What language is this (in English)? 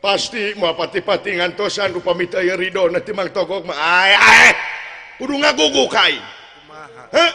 Sundanese